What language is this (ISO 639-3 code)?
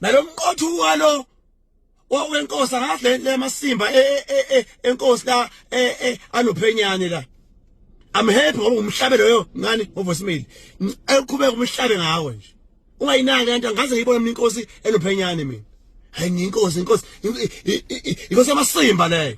zul